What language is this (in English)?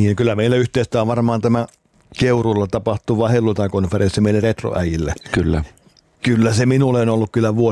Finnish